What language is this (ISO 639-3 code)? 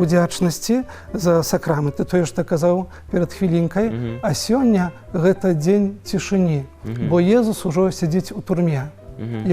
bel